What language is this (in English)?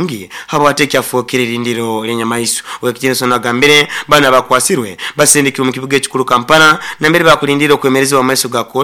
Nyoro